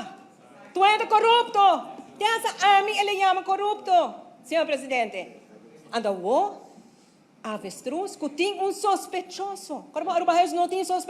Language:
Papiamento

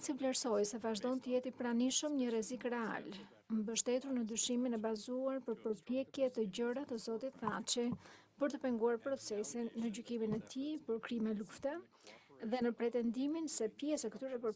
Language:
Albanian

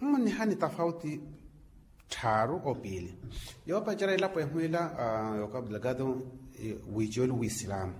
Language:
Makhuwa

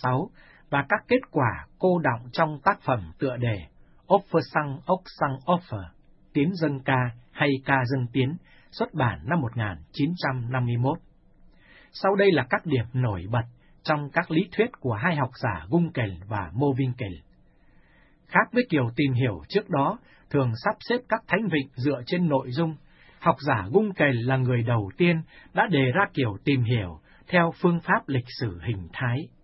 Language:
Vietnamese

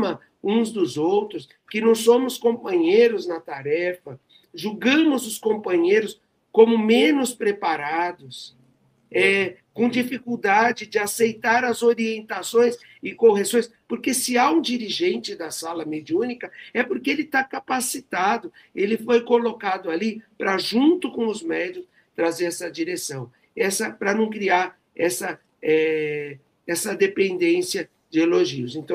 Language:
Portuguese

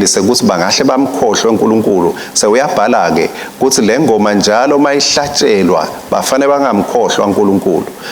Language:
Swati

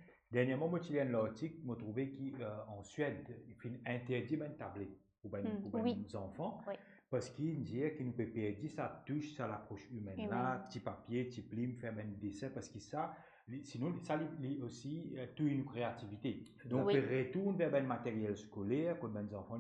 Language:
Morisyen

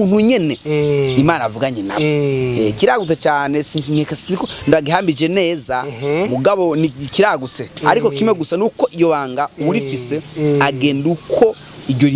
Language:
Rundi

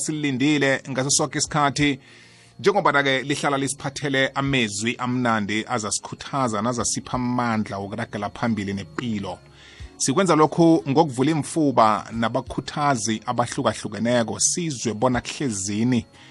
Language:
South Ndebele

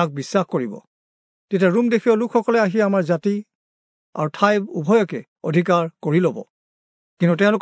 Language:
Assamese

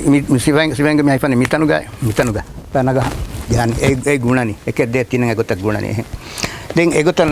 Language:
Divehi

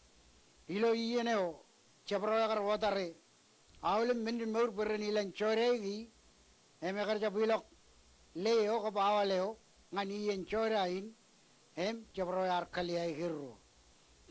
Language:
Marshallese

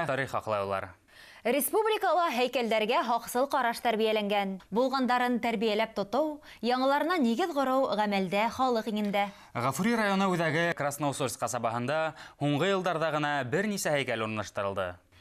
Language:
Bashkir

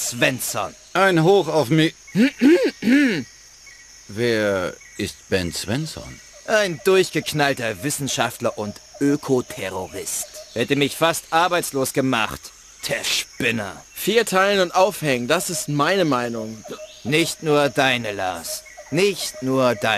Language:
Bavarian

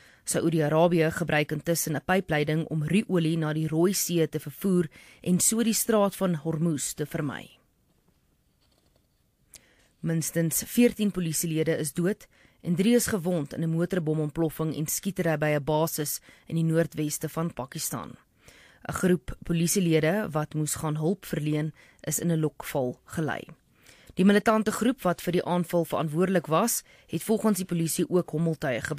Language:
Afrikaans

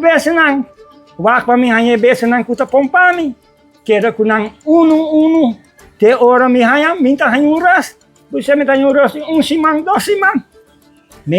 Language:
Papiamento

